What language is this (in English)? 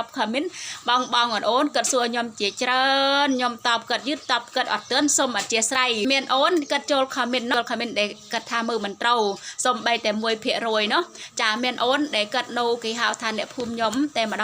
Khmer